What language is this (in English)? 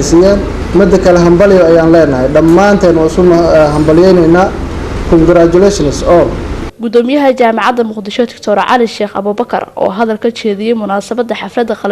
Somali